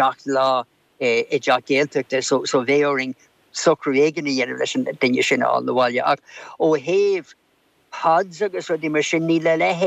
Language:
Irish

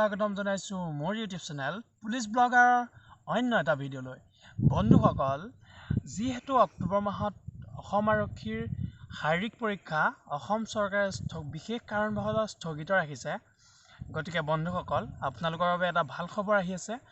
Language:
Assamese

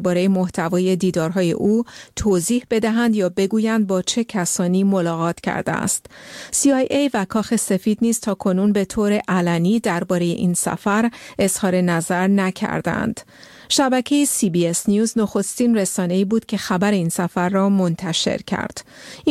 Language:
Persian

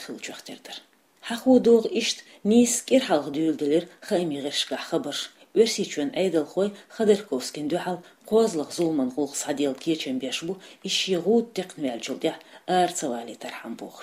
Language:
Chechen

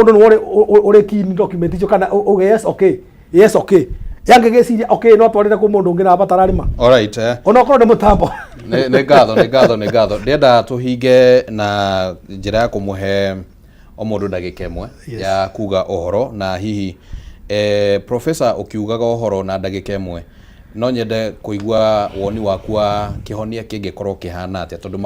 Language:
Kikuyu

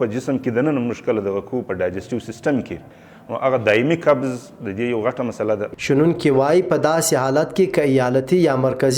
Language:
Pashto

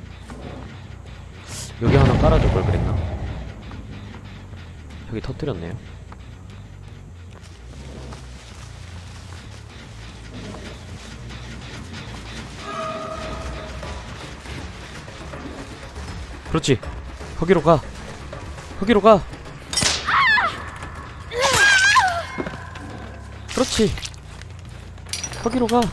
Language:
Korean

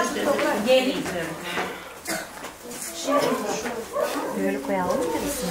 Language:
Turkish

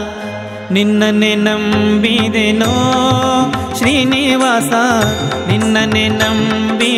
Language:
Kannada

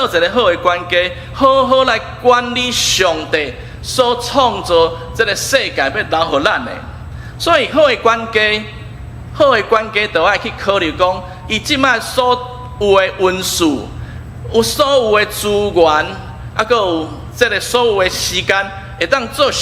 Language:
Min Nan Chinese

